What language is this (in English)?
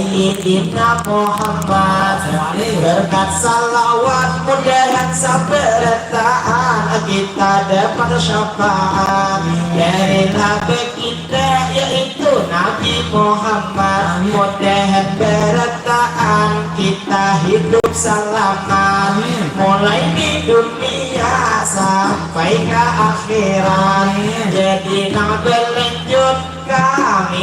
Banjar